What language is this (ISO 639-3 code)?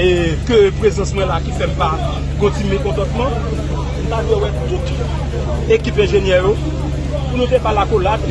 hat